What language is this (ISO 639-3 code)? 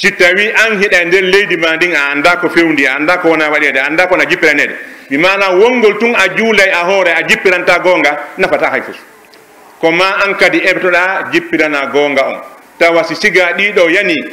fuf